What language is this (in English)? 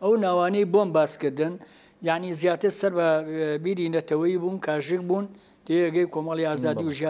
Central Kurdish